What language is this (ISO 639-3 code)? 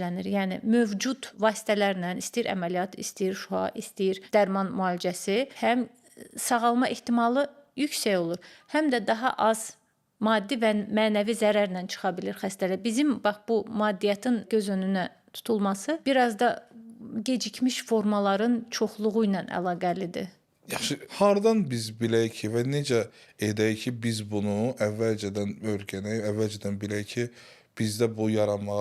aze